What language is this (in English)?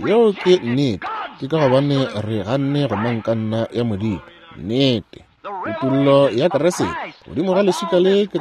Northern Sotho